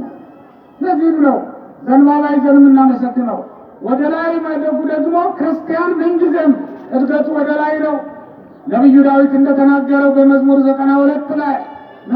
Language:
Amharic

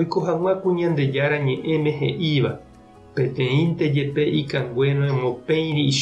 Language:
Guarani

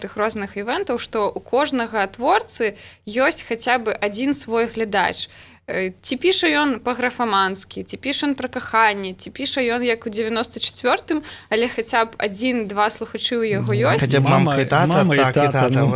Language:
Belarusian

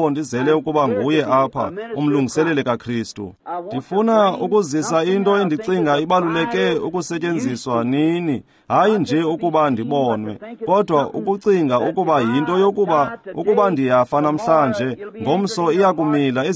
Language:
Xhosa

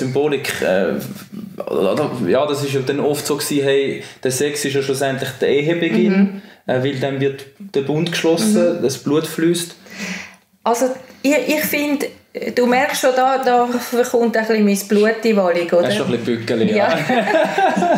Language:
Swiss German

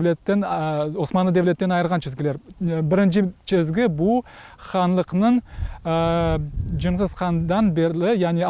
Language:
Crimean Tatar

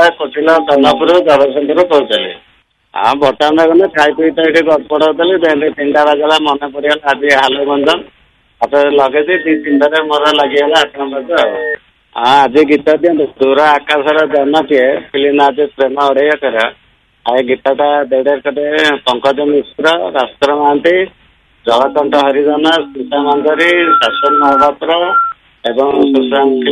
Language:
Odia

